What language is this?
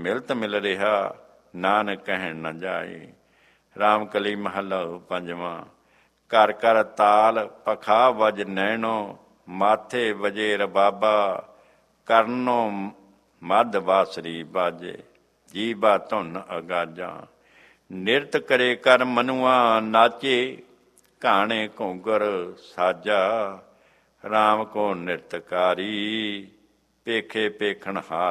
Punjabi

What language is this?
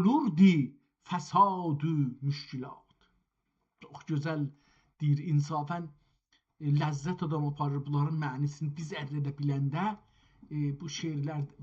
South Azerbaijani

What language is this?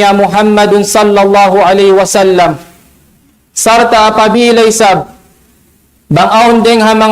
Tausug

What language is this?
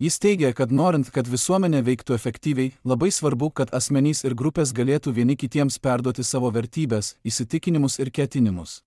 Lithuanian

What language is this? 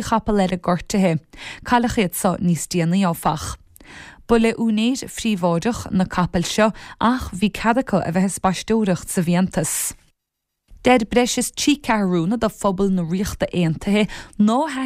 Irish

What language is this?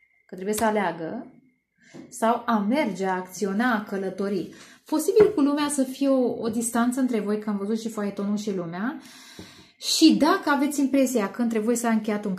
Romanian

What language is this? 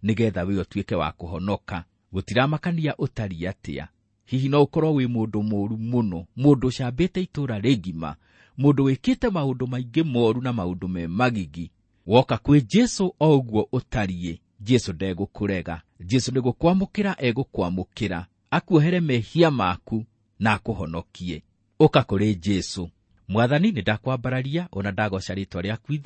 Kikuyu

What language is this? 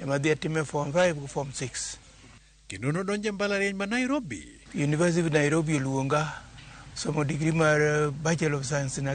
Luo (Kenya and Tanzania)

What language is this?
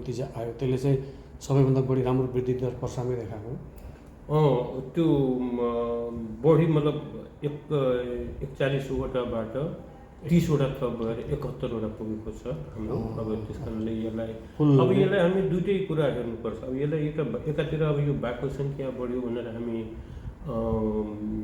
Nepali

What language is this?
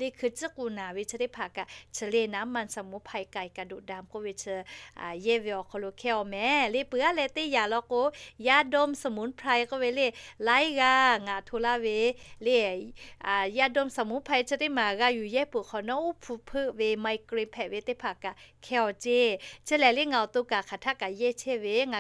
Lahu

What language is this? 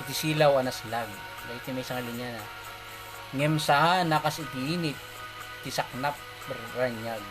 Iloko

